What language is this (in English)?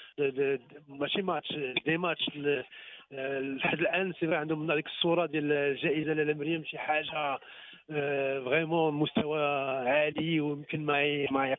Moroccan Arabic